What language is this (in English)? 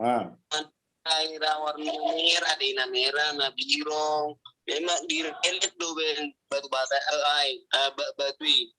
Batak Toba